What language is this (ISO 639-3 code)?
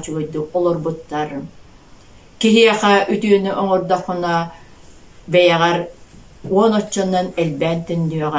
sah